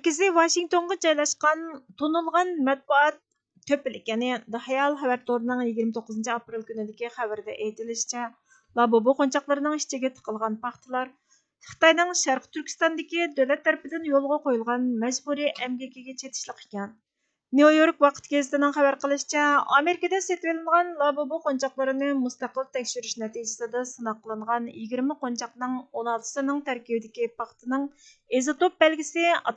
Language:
Uyghur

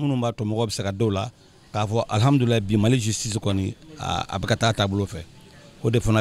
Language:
Bambara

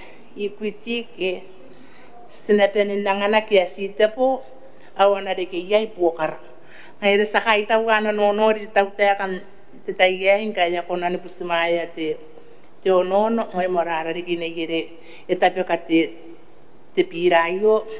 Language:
Gilbertese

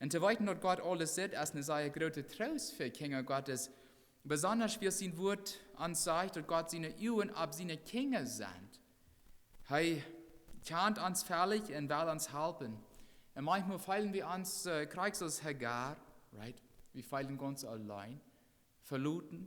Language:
Plautdietsch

